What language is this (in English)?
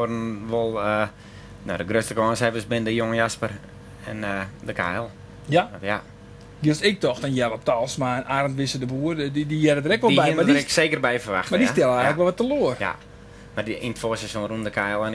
Western Frisian